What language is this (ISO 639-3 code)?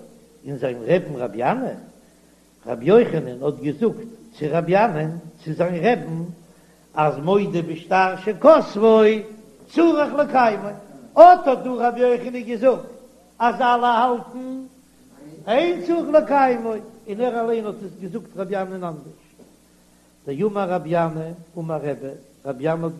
yid